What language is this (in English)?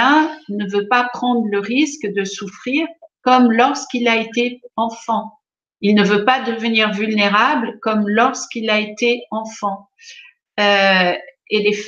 French